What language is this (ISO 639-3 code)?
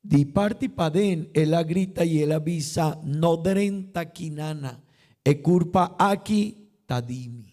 pap